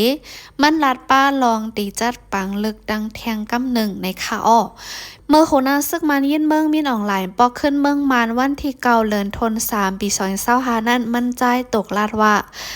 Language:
Shan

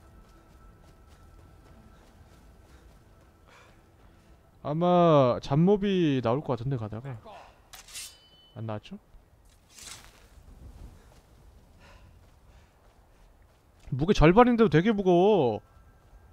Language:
Korean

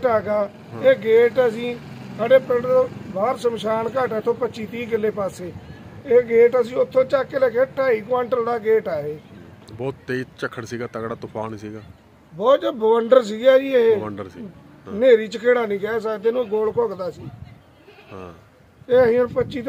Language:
Punjabi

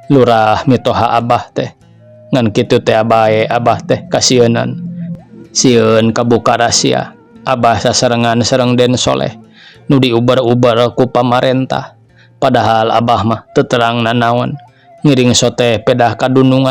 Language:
Sundanese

